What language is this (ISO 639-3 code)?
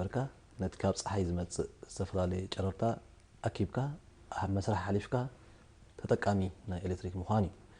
tir